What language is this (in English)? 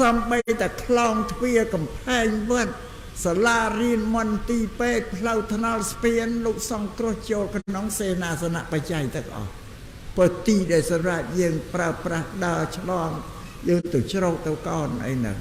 Khmer